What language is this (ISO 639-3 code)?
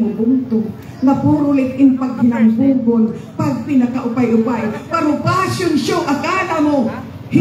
war